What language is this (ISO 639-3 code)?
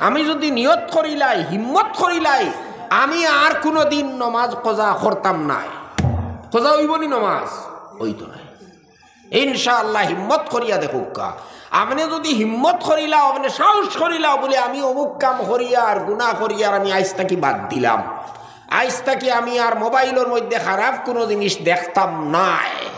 syl